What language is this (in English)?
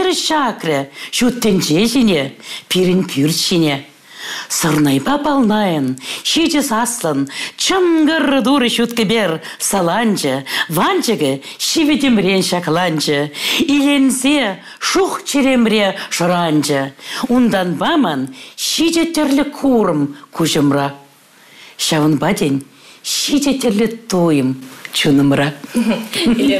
Chuvash